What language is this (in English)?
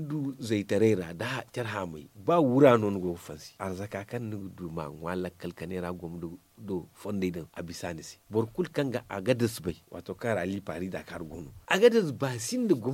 Zarma